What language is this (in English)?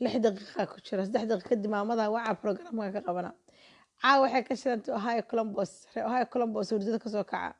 Somali